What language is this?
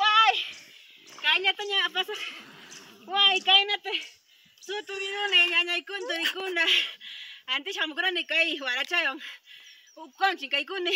Ayacucho Quechua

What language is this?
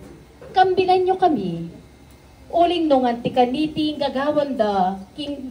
Pampanga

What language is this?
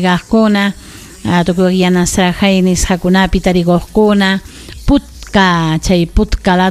Ayacucho Quechua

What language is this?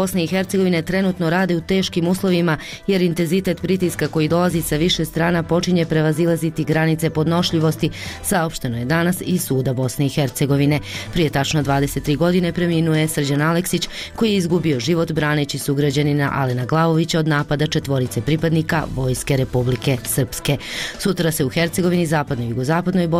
Bosnian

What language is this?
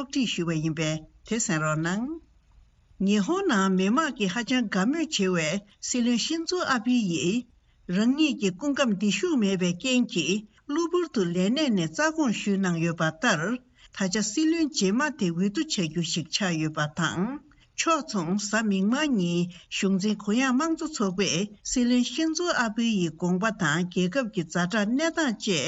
Tibetan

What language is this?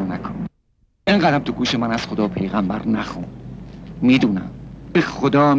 Persian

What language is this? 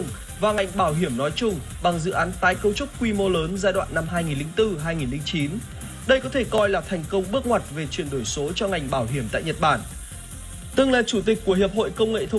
Vietnamese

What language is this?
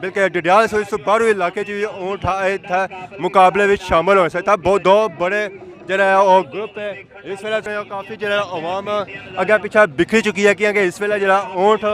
Pahari-Potwari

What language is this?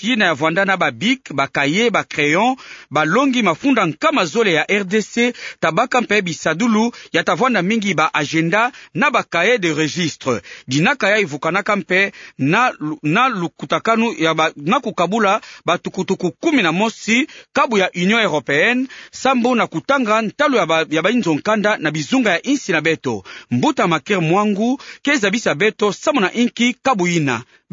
Kituba (Democratic Republic of Congo)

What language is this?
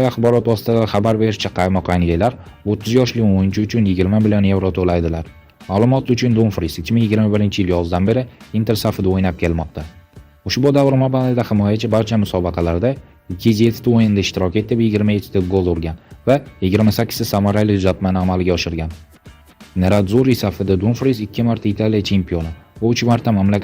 Uzbek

